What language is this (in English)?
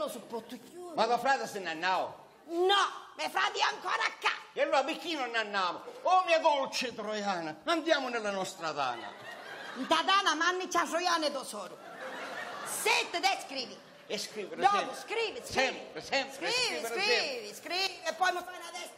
Sicilian